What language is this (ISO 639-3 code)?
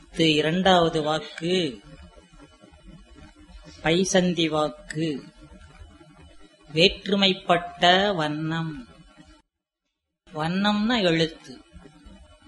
tam